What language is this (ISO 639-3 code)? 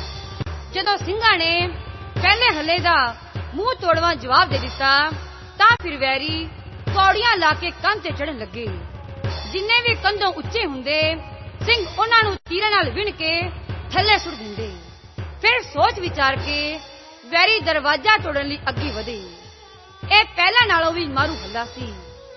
pan